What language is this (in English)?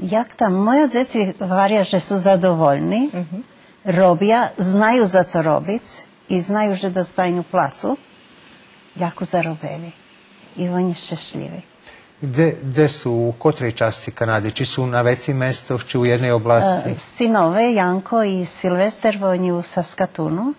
Rusyn